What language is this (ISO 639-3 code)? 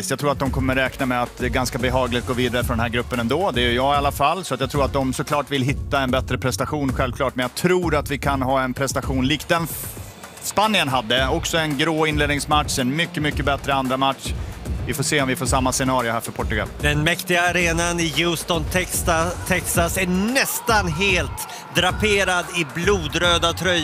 swe